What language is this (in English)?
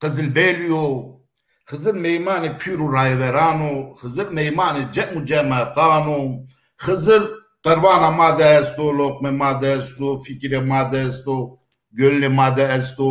Zaza